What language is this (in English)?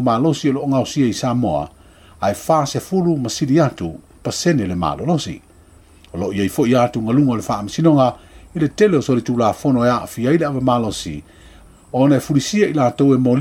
Samoan